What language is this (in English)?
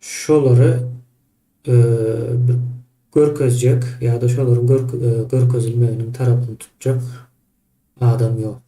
Turkmen